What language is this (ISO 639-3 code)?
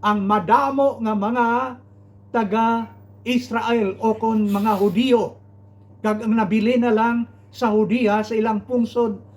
hil